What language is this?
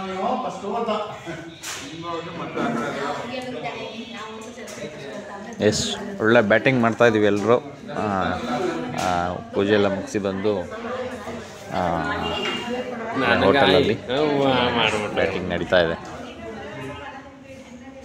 Kannada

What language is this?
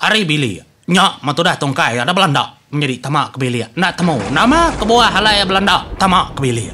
Iban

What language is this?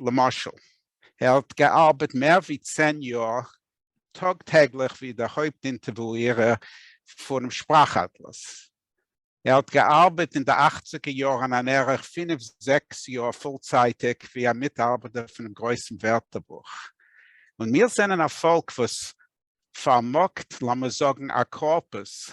Yiddish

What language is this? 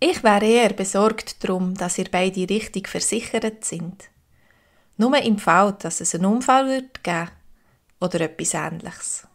Swiss German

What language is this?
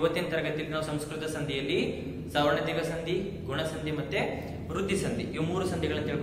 Kannada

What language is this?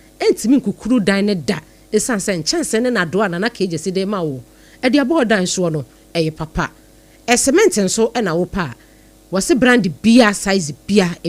Akan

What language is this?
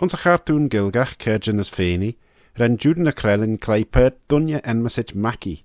Manx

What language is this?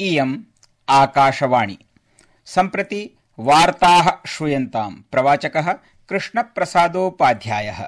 Sanskrit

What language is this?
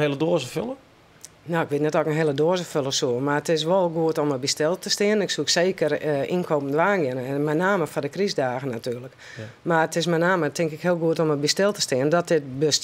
Western Frisian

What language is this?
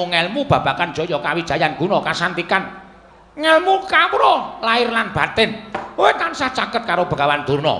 Javanese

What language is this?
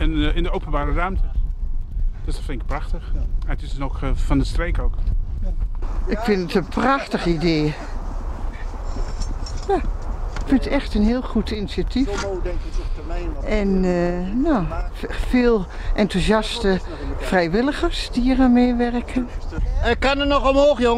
Dutch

